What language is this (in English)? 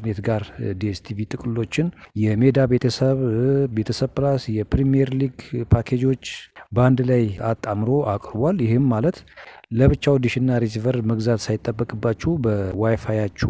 Amharic